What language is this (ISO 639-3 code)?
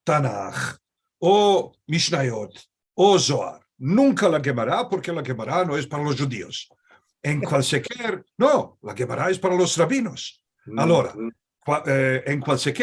lad